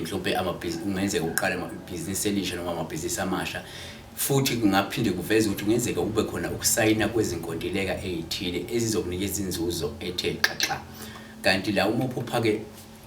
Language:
Zulu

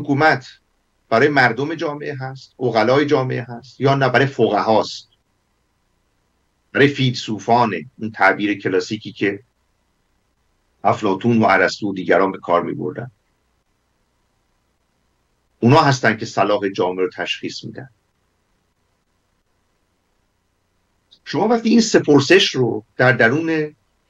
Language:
Persian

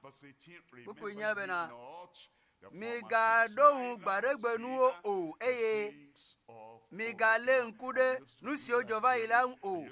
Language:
Ewe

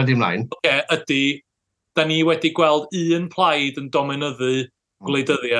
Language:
Welsh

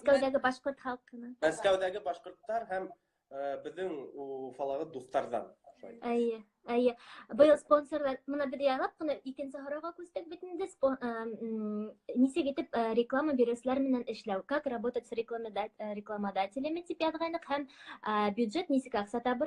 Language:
Bashkir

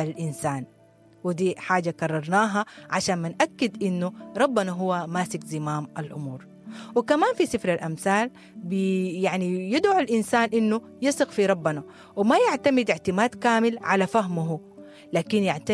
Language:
Sudanese Arabic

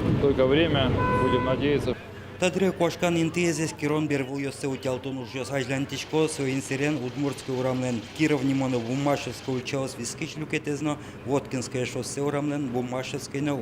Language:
Udmurt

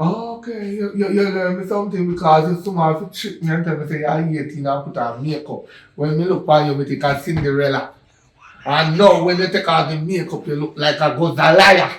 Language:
Jamaican Creole English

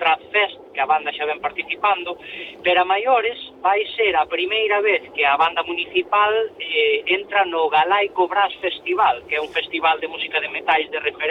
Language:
Galician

